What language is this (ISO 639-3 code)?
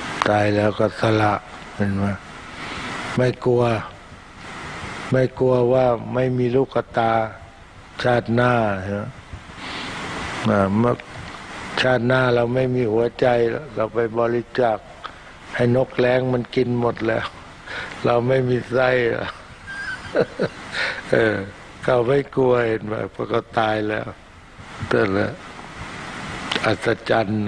tha